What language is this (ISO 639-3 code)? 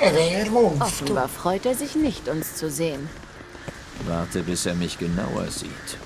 gsw